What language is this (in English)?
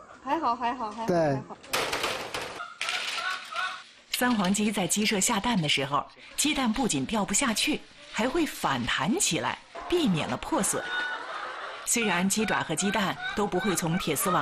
Chinese